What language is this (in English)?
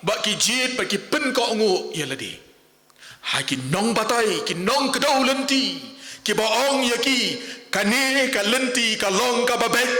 Khasi